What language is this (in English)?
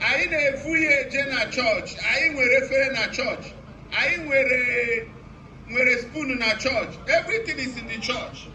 Igbo